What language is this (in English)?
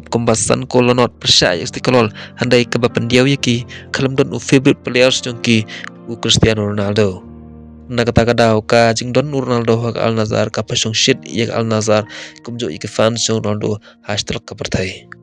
Khasi